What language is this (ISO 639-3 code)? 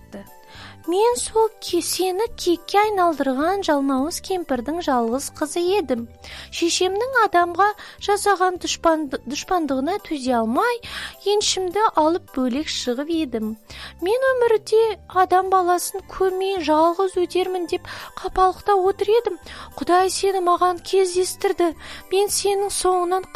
kaz